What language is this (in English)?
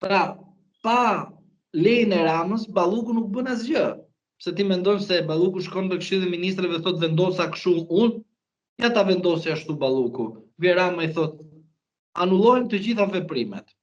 Albanian